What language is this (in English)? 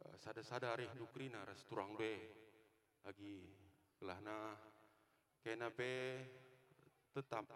Batak Karo